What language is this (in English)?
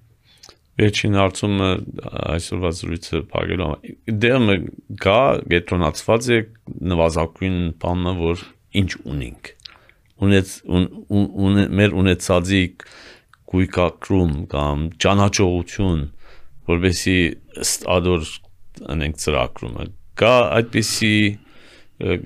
Armenian